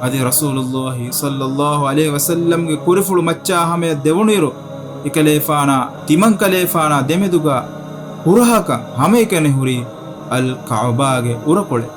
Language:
Divehi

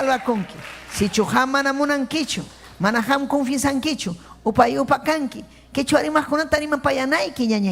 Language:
Ayacucho Quechua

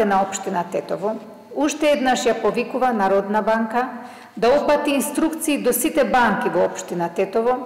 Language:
Macedonian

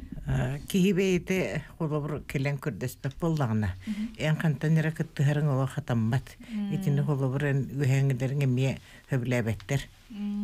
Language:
Yakut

